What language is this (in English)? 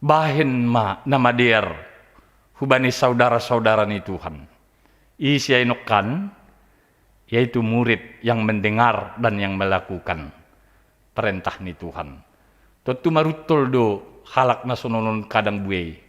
Batak Simalungun